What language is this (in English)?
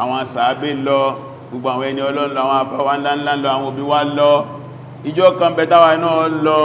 Yoruba